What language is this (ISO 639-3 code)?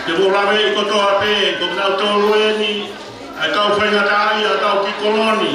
ton